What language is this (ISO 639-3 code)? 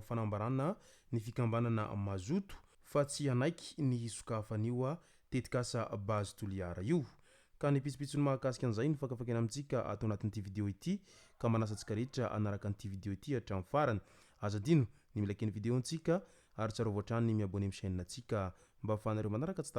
mlg